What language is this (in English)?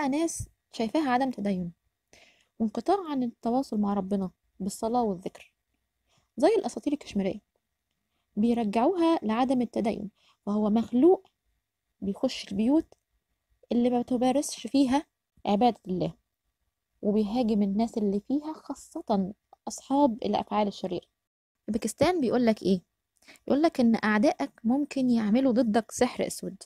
Egyptian Arabic